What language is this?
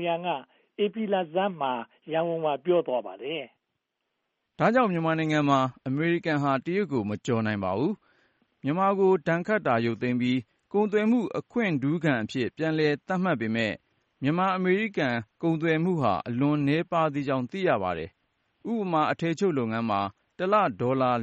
Burmese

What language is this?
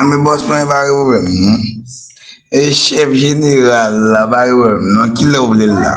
Haitian Creole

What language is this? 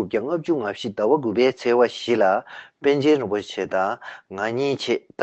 Tibetan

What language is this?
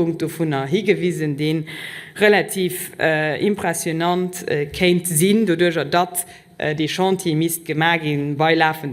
Luxembourgish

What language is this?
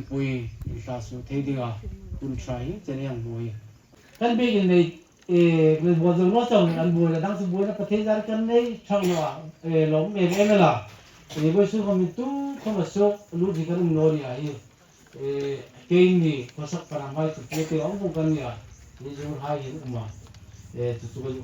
Hmar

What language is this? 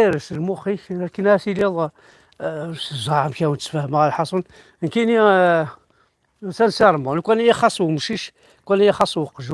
Kabyle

